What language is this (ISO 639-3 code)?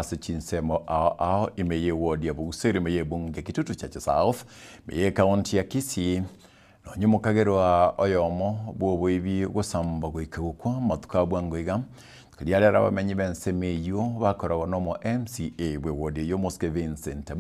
guz